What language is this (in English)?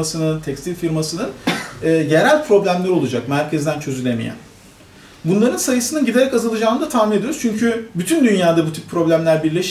Turkish